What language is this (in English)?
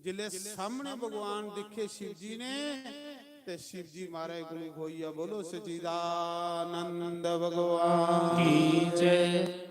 Dogri